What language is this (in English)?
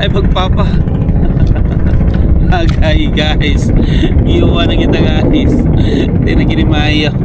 Cebuano